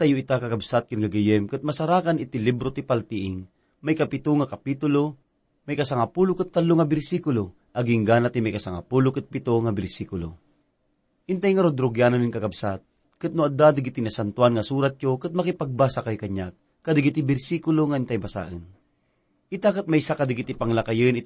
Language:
Iloko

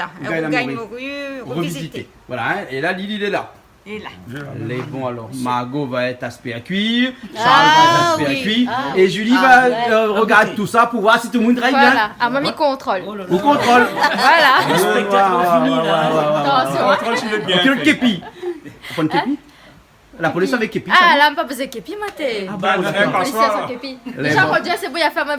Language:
Réunion Creole French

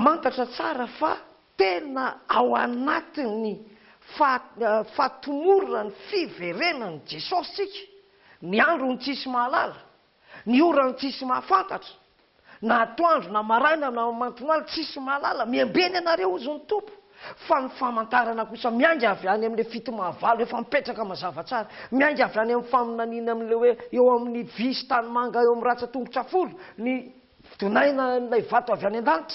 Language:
Malagasy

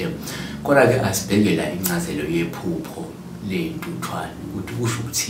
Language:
Zulu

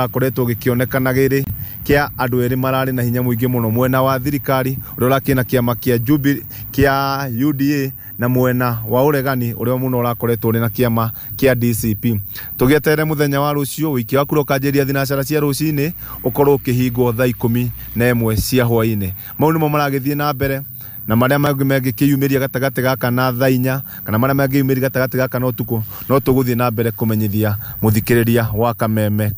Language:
Kikuyu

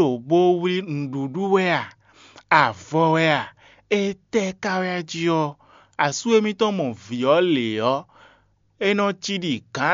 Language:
Fon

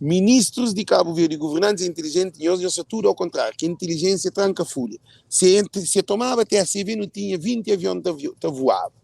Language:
Kabuverdianu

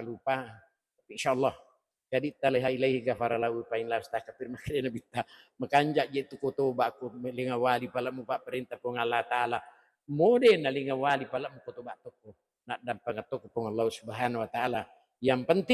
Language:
Buginese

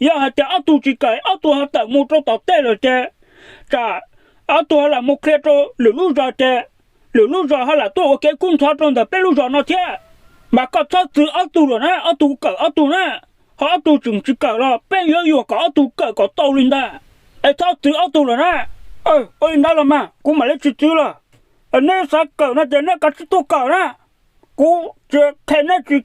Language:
Hmong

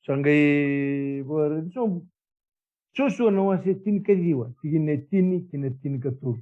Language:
Fijian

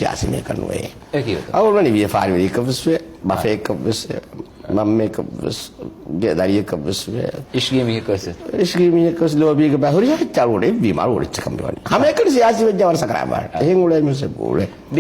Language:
Divehi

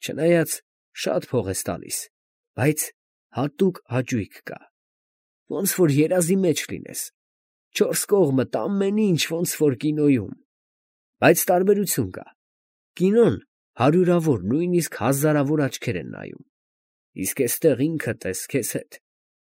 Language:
Armenian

